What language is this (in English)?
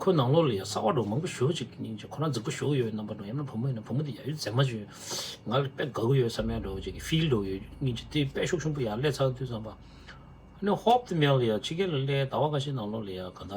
Tibetan